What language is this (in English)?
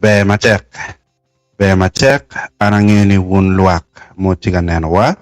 Acoli